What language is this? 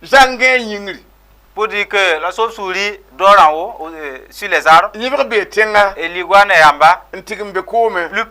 Mossi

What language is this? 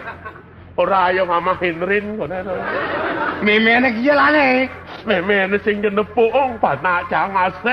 Balinese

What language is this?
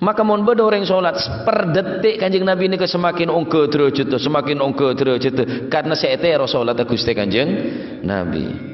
Madurese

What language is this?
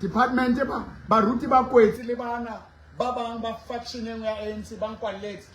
Southern Sotho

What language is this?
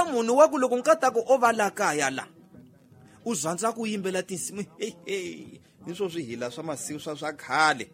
Tsonga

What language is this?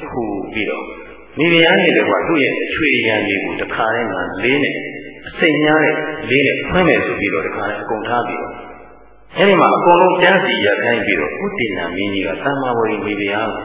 Burmese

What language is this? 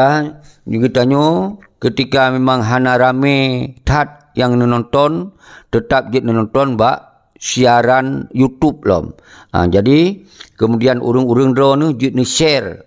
Achinese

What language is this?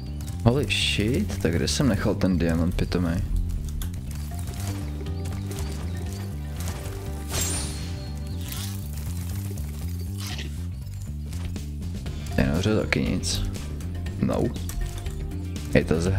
Czech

